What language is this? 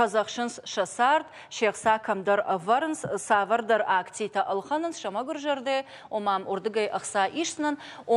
Ossetic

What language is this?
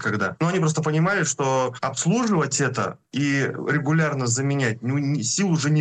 Russian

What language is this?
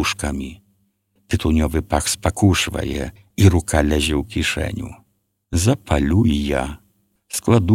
Belarusian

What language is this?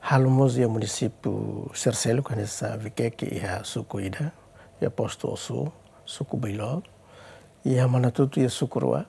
Tetum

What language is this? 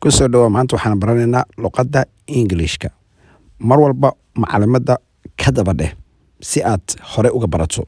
Somali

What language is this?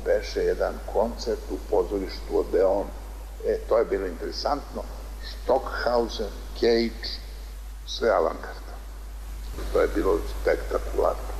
Serbian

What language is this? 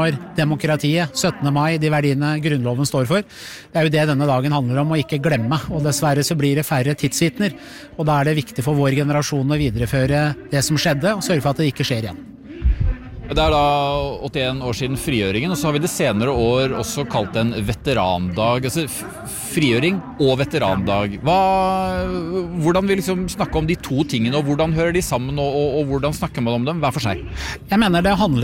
Norwegian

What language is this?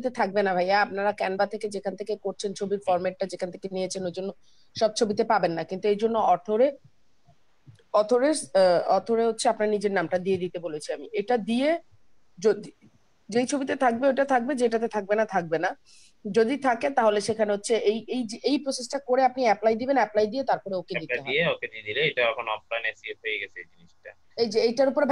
Bangla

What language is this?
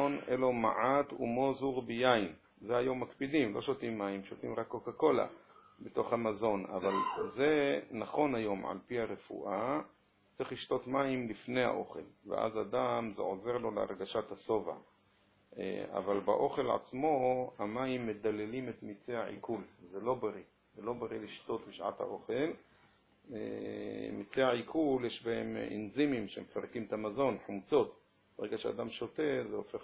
Hebrew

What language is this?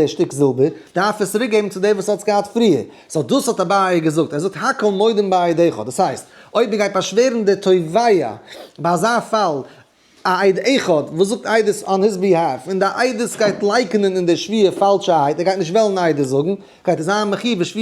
Yiddish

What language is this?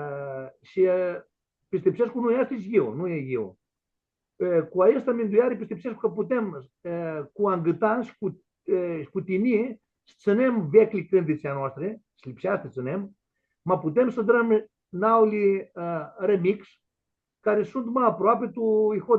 Aromanian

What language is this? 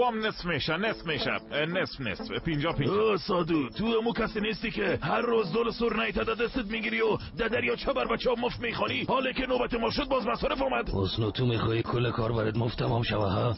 Persian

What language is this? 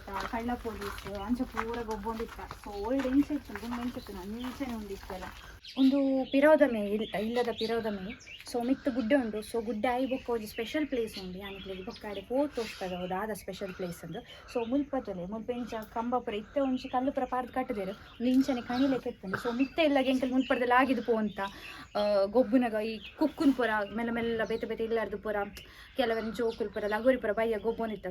Tulu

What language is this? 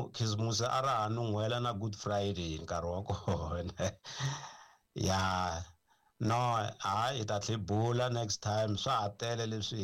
Tsonga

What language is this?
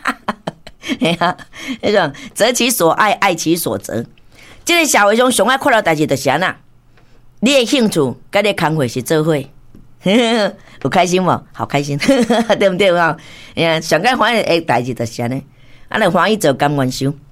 Min Nan Chinese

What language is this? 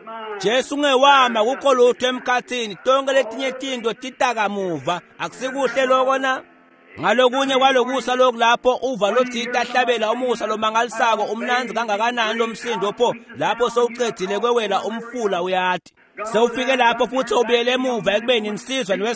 Swati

